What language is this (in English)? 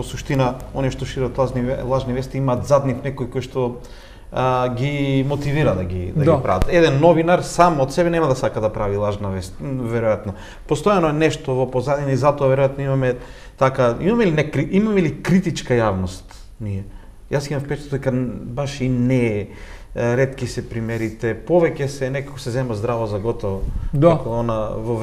Macedonian